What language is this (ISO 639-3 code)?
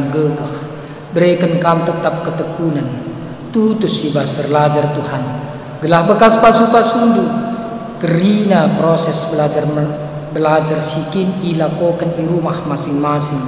btx